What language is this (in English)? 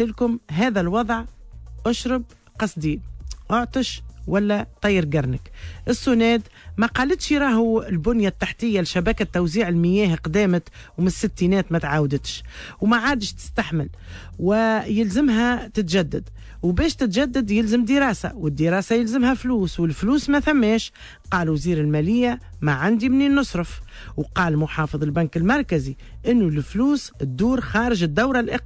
Tunisian Arabic